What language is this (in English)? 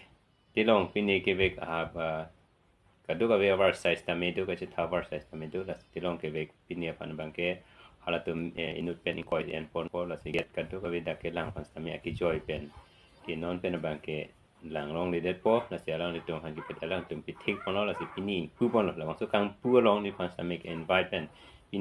Karbi